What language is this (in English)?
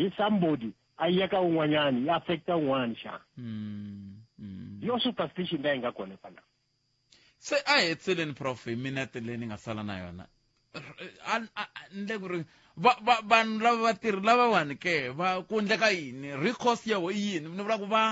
Tsonga